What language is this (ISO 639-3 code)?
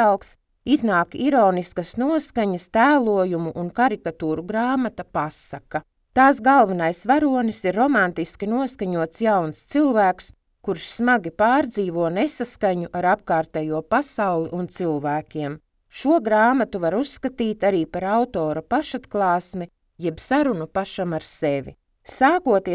lav